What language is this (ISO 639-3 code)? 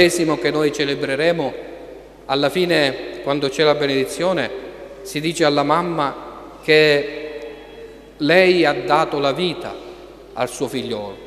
ita